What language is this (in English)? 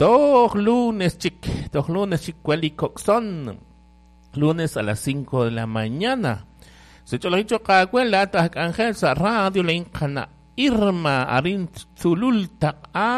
Kekchí